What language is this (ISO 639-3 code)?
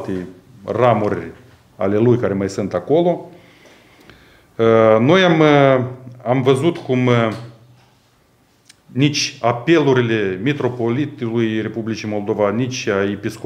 ron